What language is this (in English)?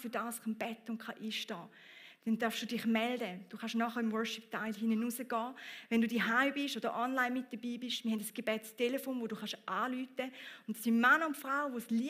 Swiss German